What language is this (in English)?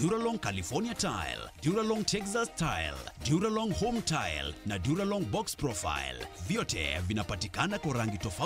Meru